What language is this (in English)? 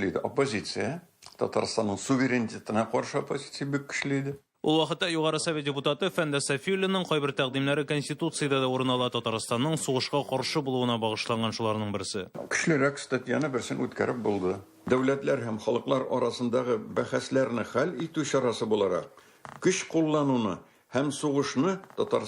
Tatar